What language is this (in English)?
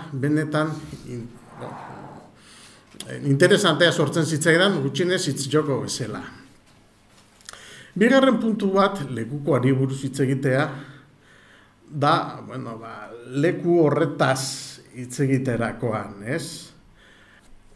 Basque